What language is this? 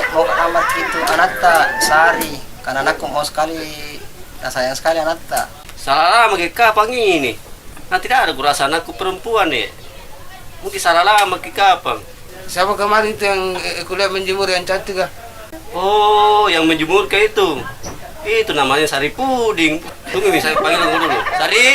Makassar Malay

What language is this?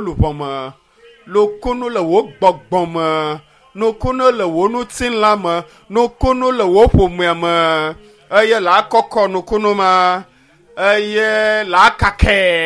Ewe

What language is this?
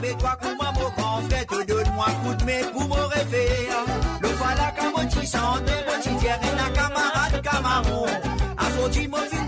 Morisyen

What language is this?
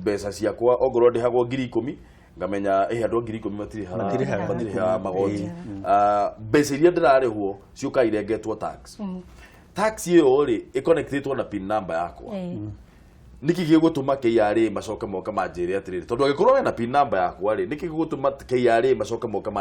Kikuyu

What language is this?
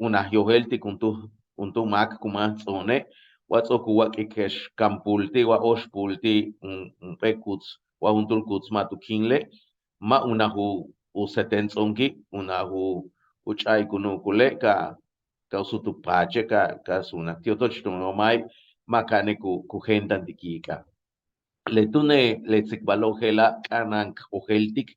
Yucateco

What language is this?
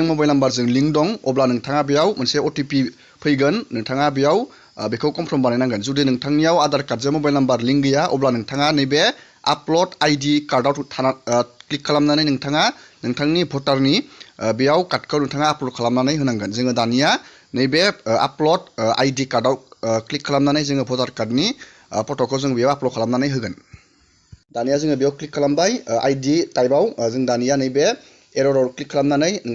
Bodo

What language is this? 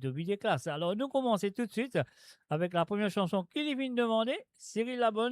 Morisyen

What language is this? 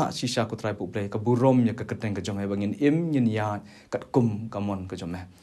Khasi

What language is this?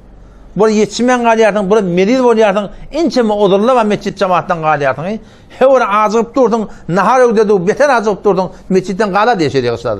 Turkmen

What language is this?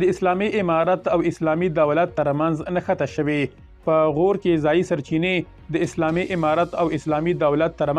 Pashto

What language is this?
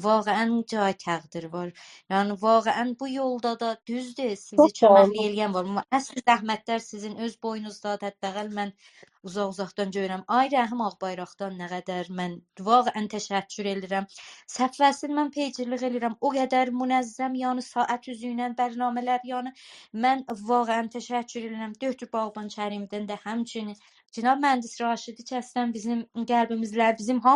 South Azerbaijani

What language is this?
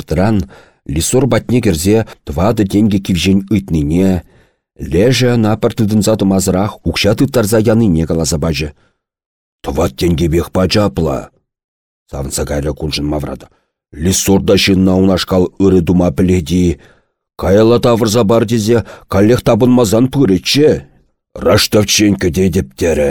Chuvash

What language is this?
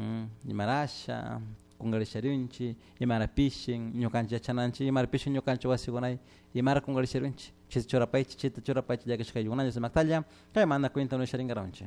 Chimborazo Highland Quichua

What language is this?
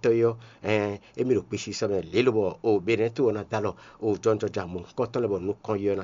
Fon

